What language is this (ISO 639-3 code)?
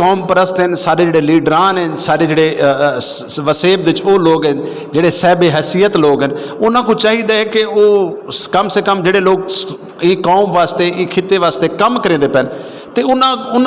skr